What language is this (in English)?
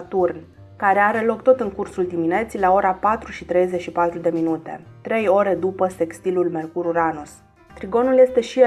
Romanian